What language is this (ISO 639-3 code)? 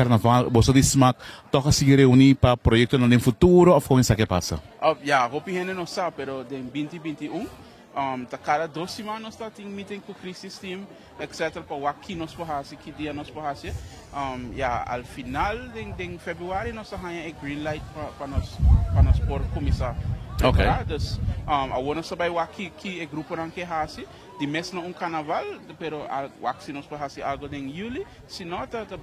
pap